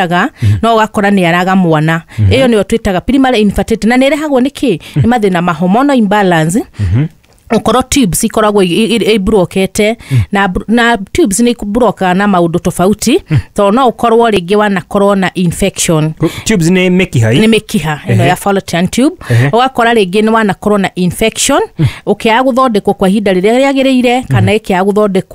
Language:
Kikuyu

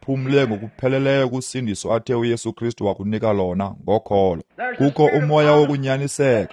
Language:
Xhosa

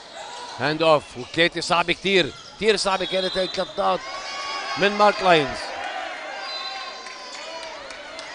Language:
North Levantine Arabic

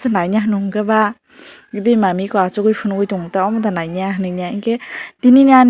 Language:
Kok Borok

